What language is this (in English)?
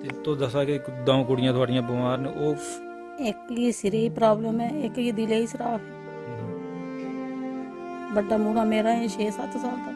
Dogri